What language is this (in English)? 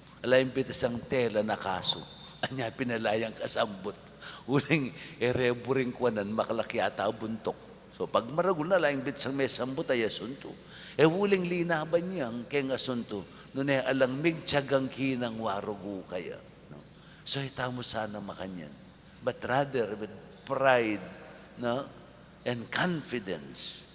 Pampanga